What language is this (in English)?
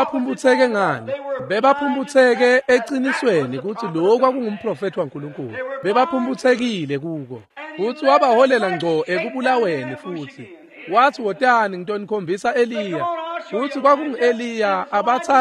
Swati